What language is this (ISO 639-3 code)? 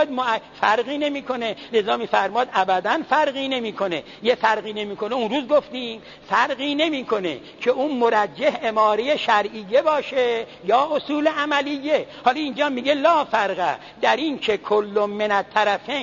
fas